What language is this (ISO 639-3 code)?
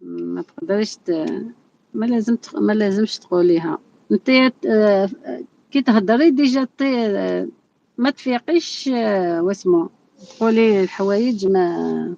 arq